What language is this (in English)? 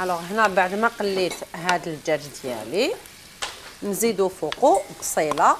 Algerian Arabic